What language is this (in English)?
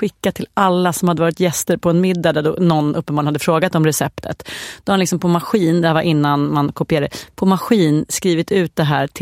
Swedish